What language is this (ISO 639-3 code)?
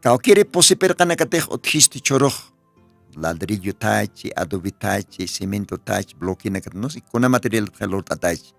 aym